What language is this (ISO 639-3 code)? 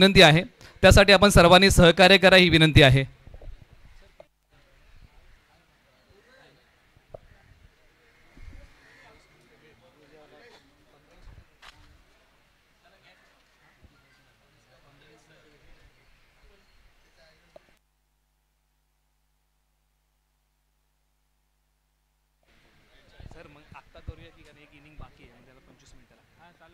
mar